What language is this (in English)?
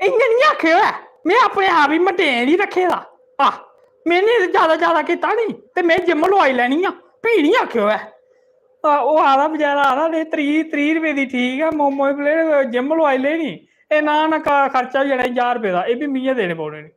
Dogri